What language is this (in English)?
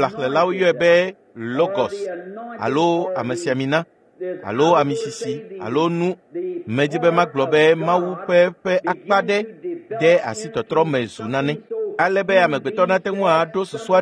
Ewe